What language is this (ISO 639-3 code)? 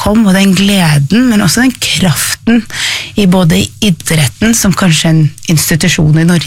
nor